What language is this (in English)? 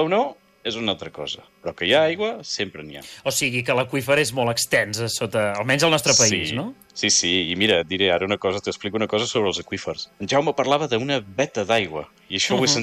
Catalan